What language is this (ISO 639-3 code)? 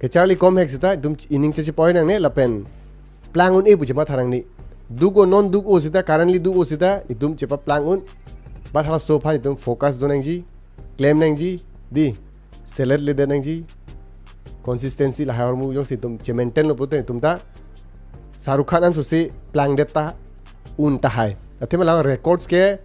mjw